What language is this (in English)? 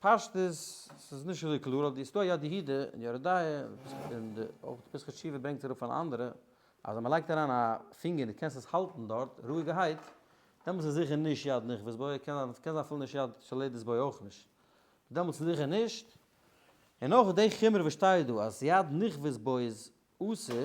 Yiddish